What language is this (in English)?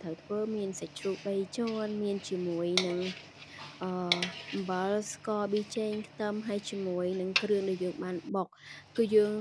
Khmer